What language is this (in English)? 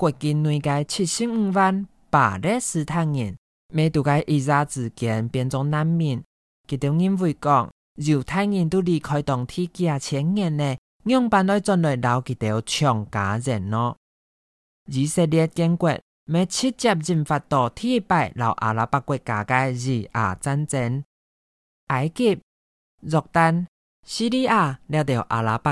Hakka Chinese